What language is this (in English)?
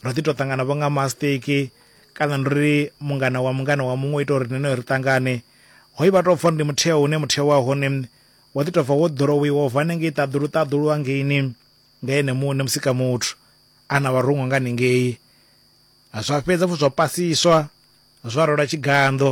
Venda